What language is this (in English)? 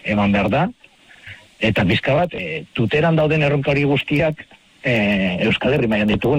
Basque